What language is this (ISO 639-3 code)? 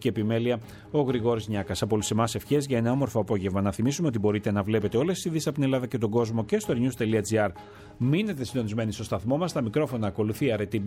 ell